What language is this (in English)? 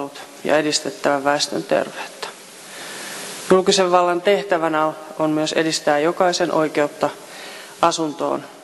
Finnish